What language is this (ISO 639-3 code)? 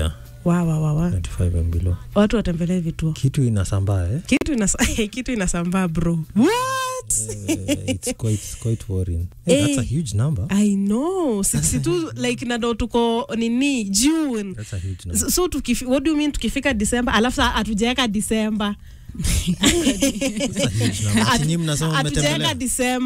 swa